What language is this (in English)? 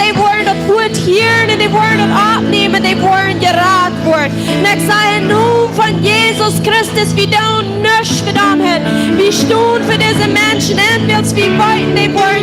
Plautdietsch